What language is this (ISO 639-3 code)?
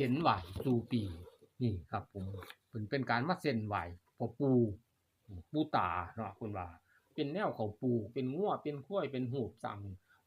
tts